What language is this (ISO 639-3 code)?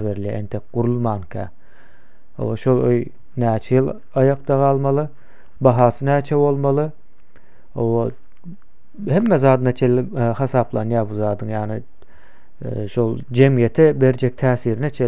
tuk